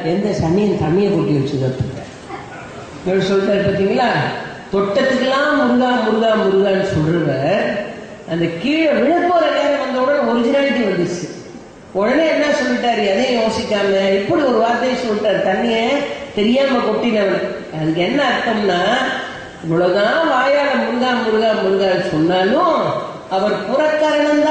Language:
Tamil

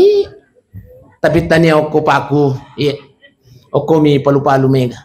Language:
Buginese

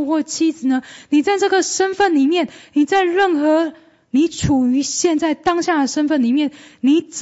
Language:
Chinese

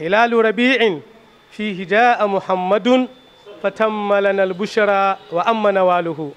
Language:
Hausa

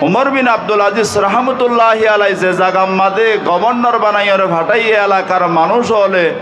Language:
Rohingya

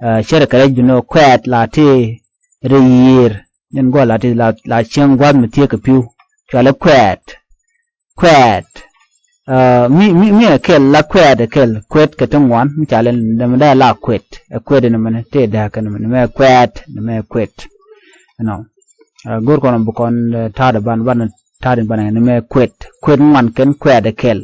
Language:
Nuer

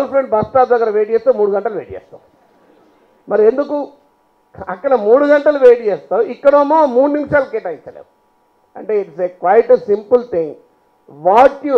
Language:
Telugu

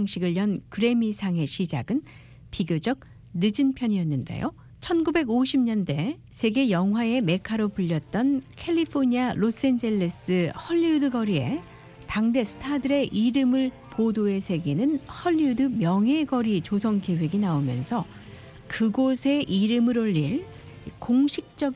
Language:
Korean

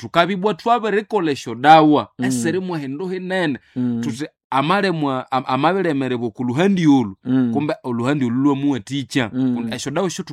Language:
Nande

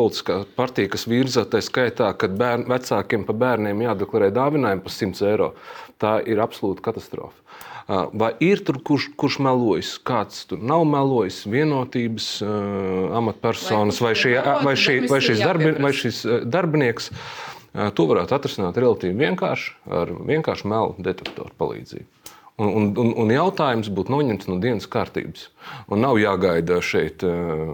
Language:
Latvian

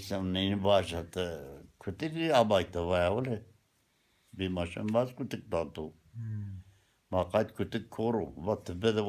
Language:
Zaza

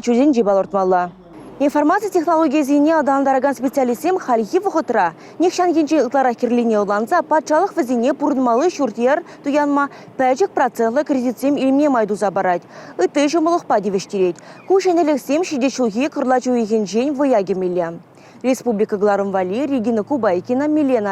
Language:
Chuvash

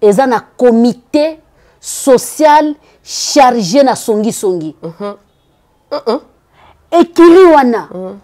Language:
Lingala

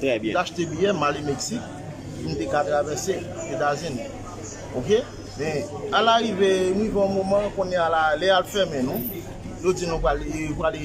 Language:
Haitian Creole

